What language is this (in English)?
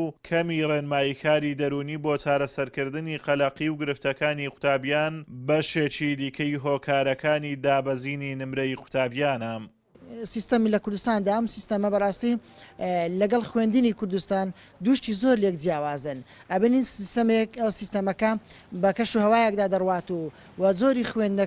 Central Kurdish